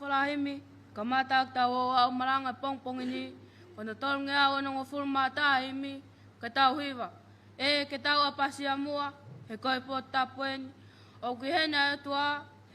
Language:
Tongan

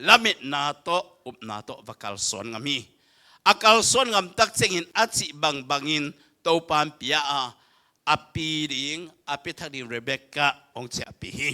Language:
Tedim Chin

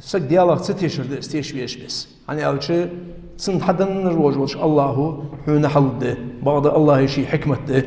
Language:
Ingush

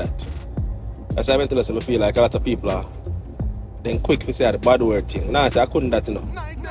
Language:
Jamaican Creole English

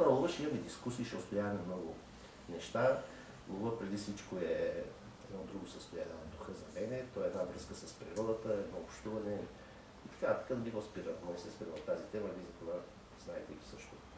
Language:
Bulgarian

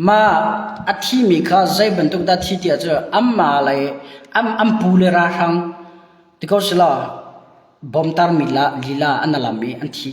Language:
Hakha Chin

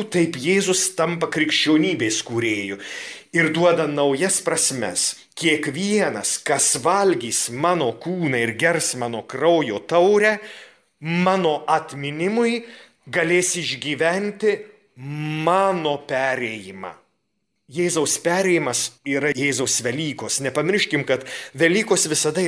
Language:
Lithuanian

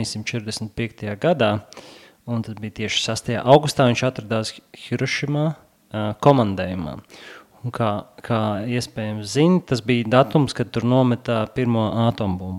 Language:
Latvian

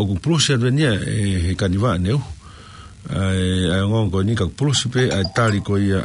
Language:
Tongan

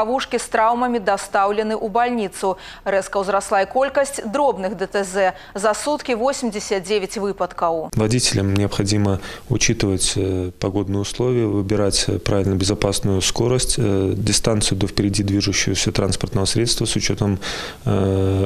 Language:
Belarusian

